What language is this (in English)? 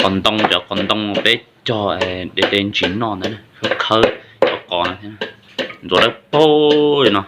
Hmong